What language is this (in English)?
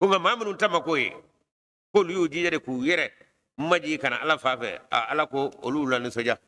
Bambara